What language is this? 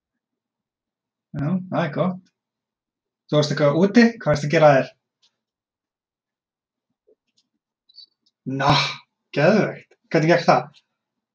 Icelandic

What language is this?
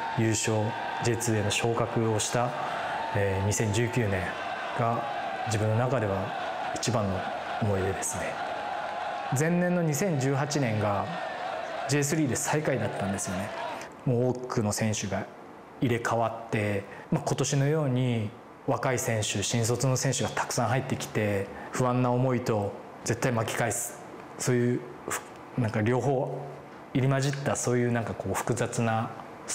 Japanese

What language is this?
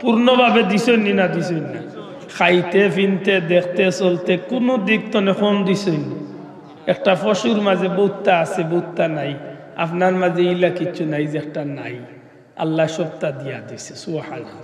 Sylheti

